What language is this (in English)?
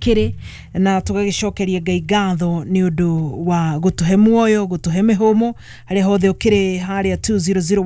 Kikuyu